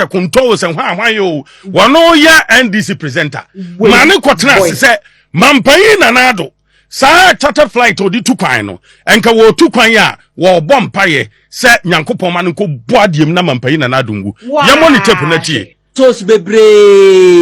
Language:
Akan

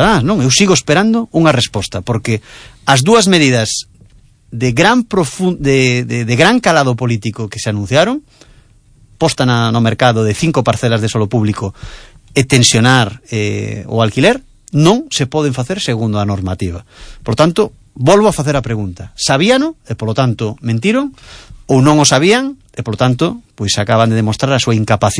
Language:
Galician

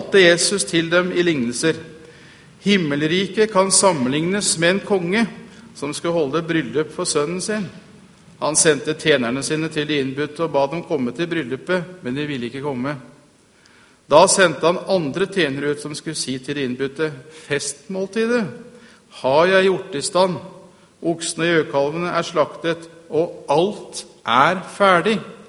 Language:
Norwegian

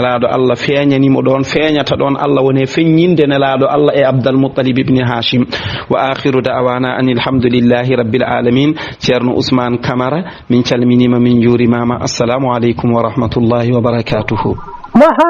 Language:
Fula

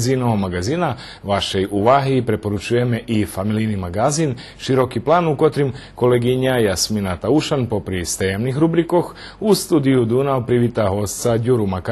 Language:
Rusyn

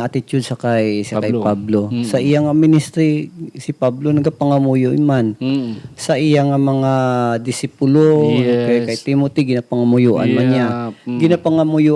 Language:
Hiligaynon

